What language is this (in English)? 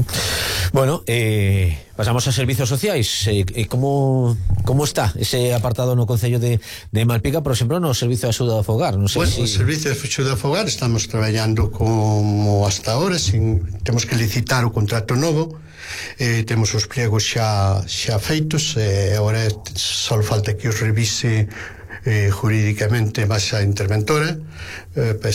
Galician